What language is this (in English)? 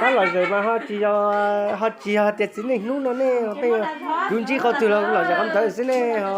Hmong